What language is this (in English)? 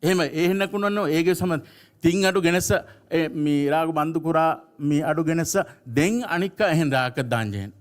Divehi